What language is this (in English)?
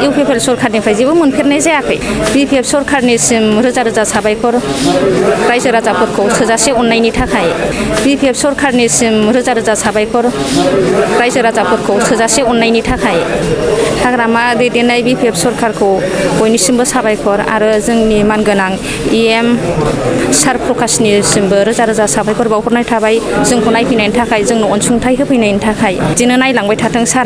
Bodo